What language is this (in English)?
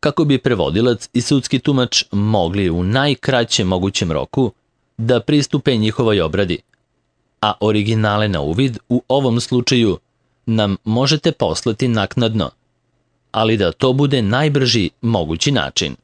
Serbian